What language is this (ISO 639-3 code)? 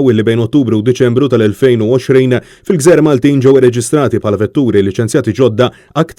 mlt